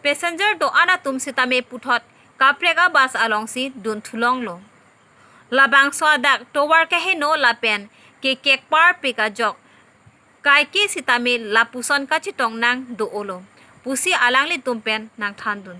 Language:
Karbi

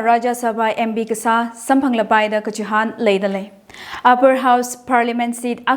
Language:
Tangkhul Naga (India)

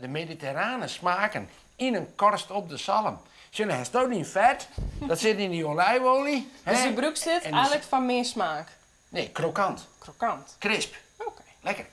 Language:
Western Frisian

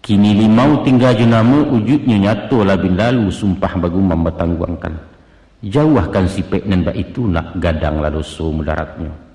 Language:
Minangkabau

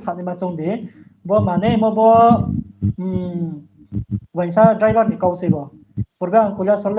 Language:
Riang (India)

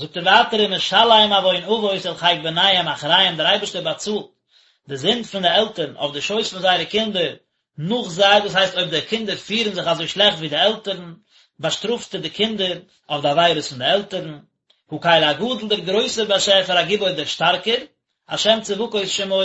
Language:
Yiddish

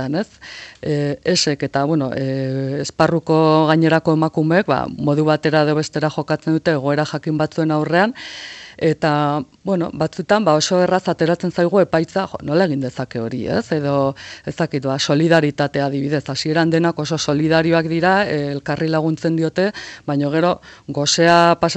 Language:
Basque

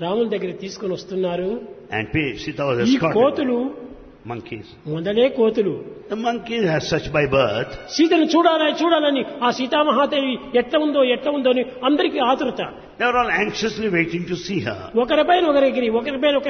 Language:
Telugu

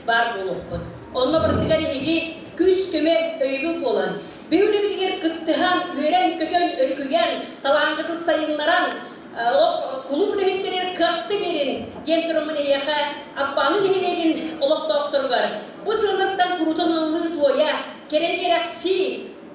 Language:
Yakut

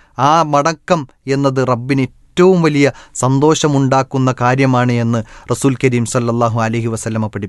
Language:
Malayalam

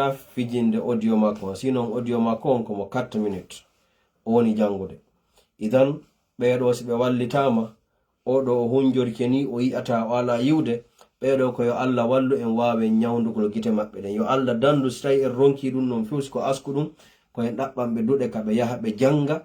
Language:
Fula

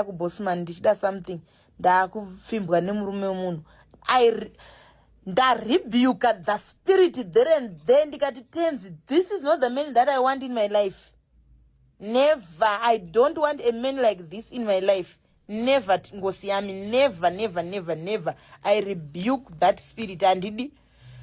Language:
Shona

